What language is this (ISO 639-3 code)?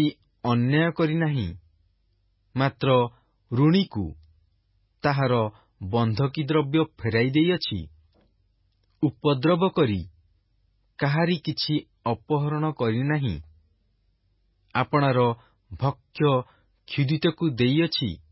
ori